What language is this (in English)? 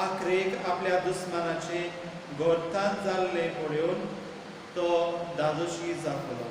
Konkani